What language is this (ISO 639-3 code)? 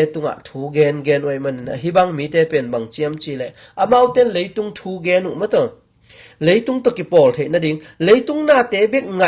ctd